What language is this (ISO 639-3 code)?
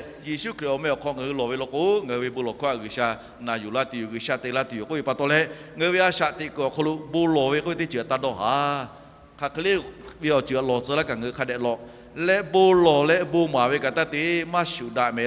lhu